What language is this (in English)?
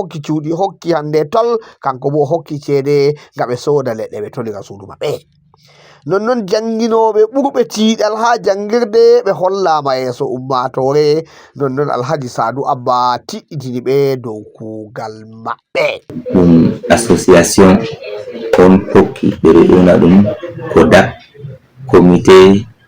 Fula